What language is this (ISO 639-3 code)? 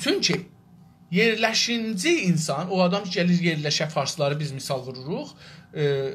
azb